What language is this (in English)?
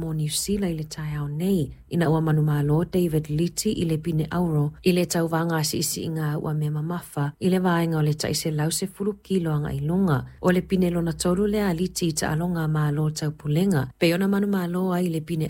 Samoan